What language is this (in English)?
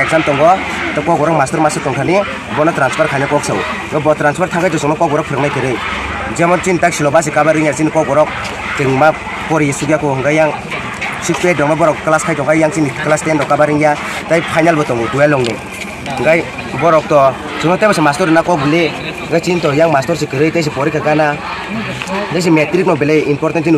Kok Borok